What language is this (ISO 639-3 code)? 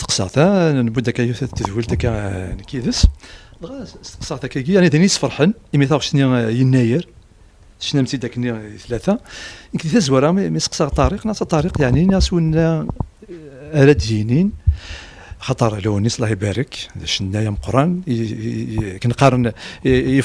kab